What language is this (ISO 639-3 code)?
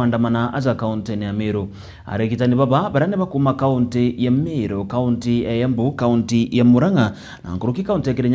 mer